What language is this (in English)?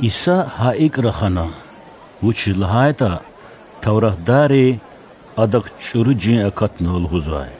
Lezghian